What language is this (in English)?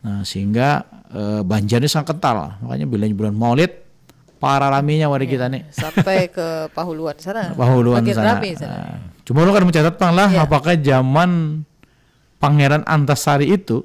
Banjar